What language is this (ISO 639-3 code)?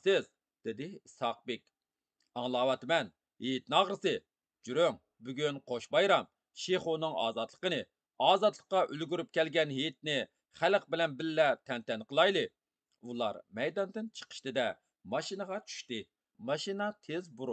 uig